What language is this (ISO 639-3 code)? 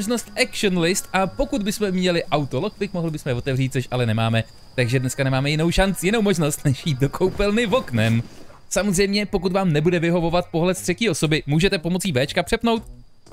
ces